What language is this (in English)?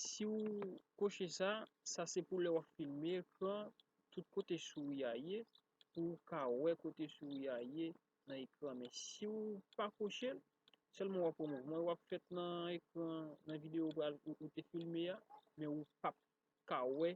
Haitian Creole